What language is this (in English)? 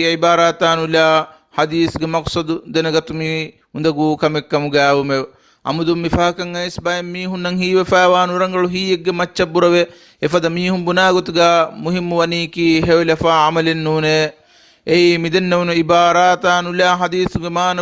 Divehi